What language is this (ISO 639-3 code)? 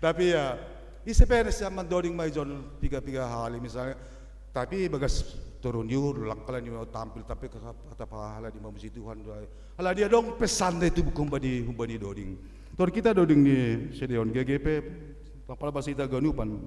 bts